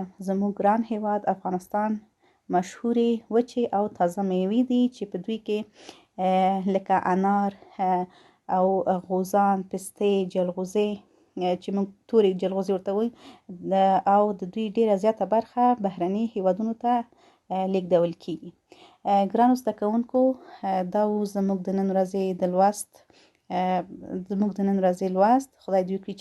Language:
Pashto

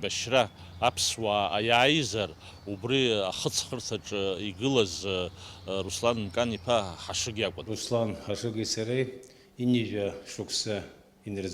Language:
Abkhazian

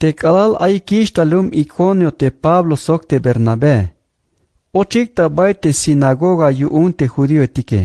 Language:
Tzeltal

